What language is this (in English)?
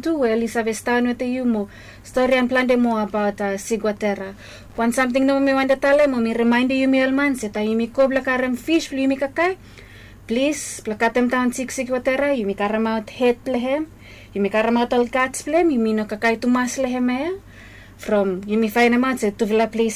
Bislama